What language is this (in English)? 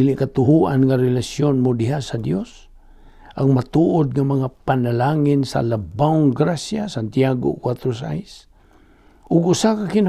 Cebuano